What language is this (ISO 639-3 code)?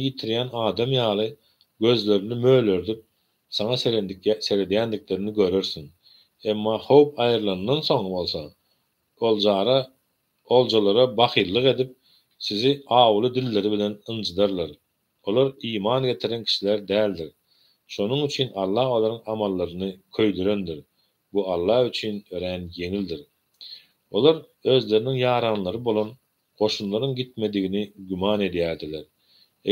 tuk